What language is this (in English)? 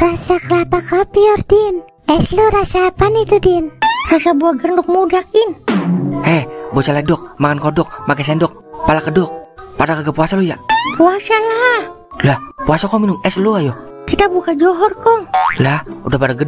Betawi